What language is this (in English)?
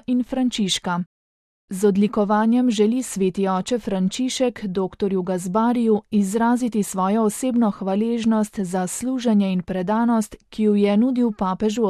Slovenian